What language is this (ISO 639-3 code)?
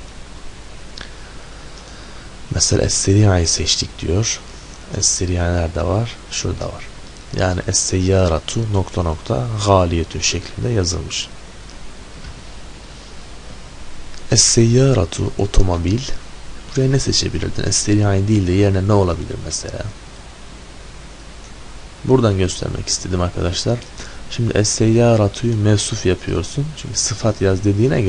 tur